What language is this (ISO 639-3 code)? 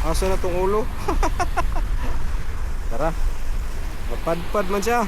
ceb